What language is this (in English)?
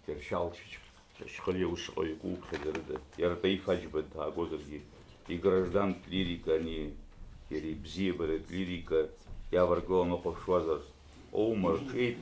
Abkhazian